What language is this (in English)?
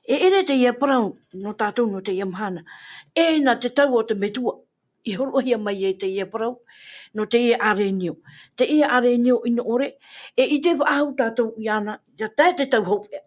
Tahitian